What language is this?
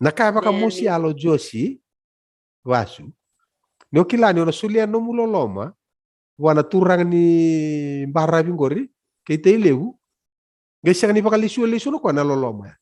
Fijian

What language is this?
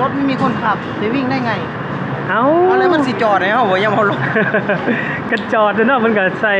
Lao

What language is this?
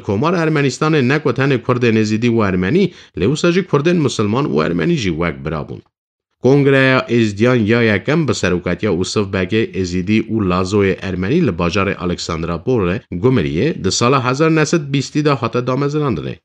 Kurdish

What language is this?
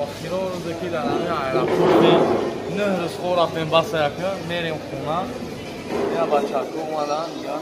Tajik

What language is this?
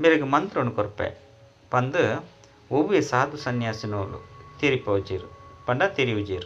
Tulu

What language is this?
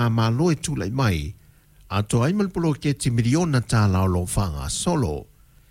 Samoan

